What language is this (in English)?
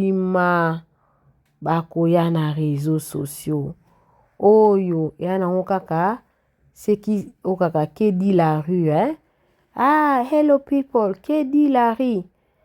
Lingala